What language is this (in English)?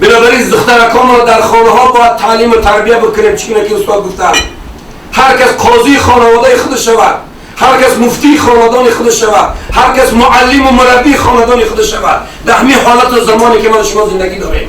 Tajik